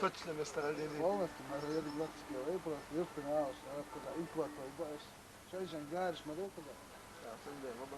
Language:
Chechen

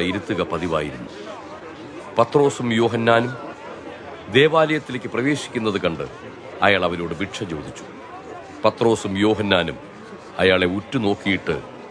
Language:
Malayalam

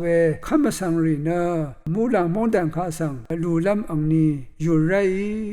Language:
Rawang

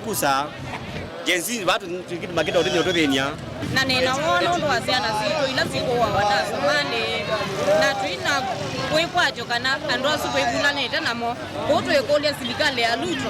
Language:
Kamba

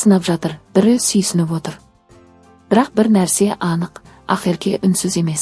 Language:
Kazakh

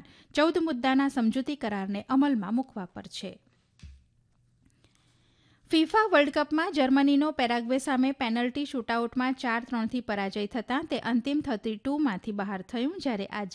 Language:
Gujarati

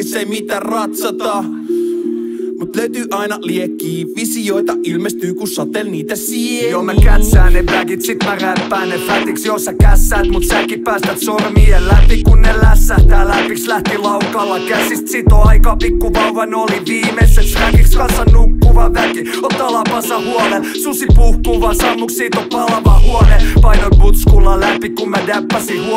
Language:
Finnish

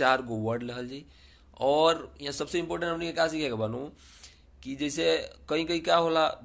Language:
Bhojpuri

